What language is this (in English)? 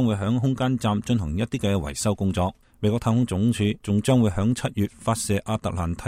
Cantonese